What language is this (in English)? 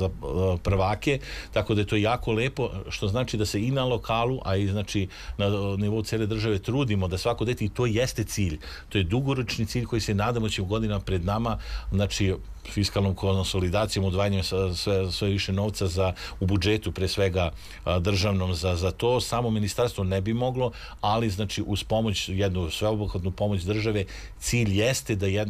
Serbian